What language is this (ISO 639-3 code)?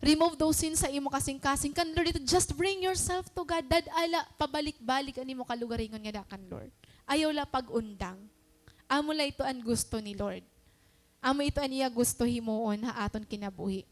war